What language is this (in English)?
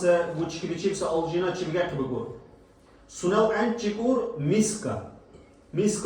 Dargwa